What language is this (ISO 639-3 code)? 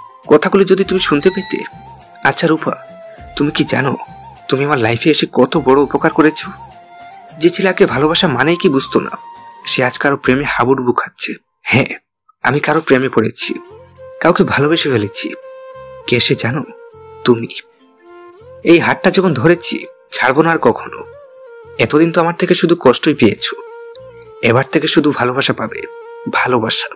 ben